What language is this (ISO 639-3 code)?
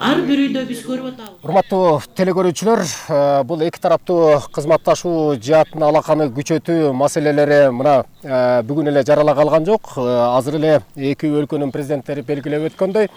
kir